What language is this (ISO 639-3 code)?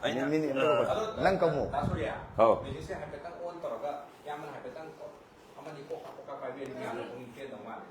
mni